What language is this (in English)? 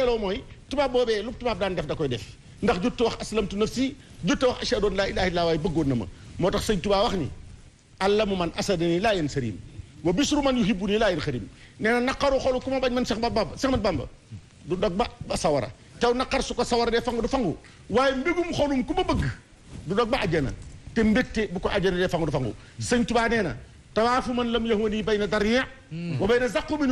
Wolof